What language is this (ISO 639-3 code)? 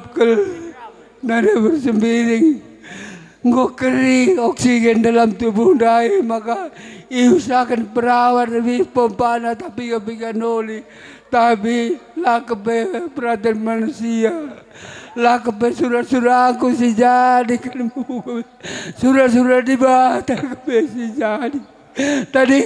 btx